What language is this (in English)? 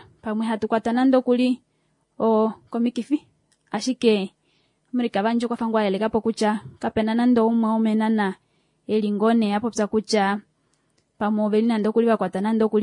Kuanyama